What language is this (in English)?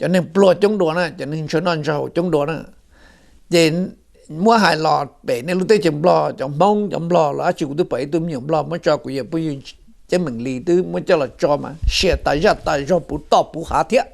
Hmong